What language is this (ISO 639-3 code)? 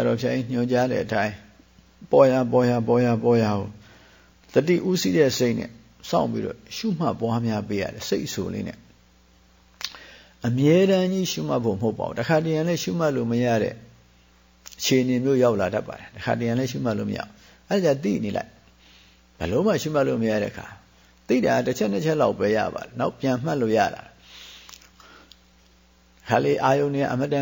mya